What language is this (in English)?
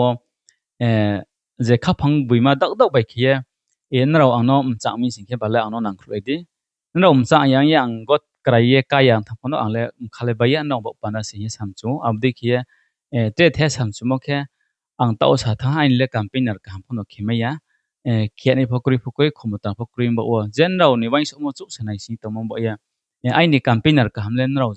Riang (India)